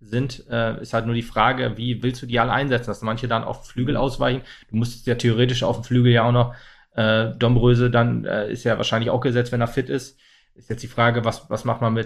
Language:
German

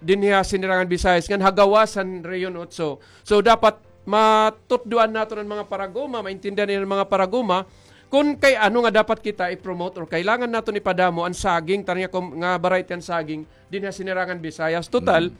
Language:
Waray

